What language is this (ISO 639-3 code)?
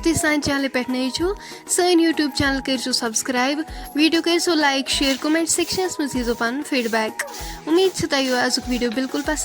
kas